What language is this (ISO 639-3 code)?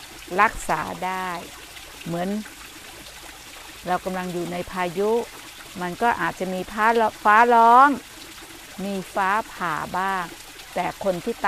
tha